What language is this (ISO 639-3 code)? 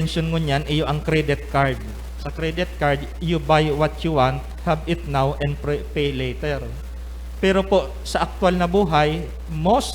bik